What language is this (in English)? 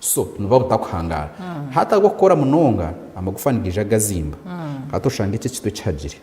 Nyankole